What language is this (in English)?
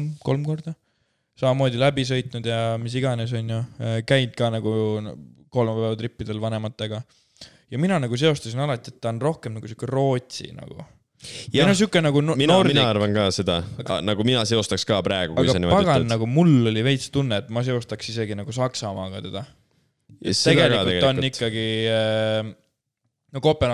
Estonian